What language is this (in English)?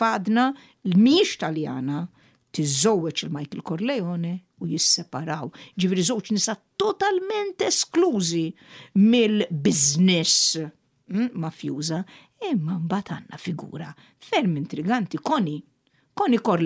Maltese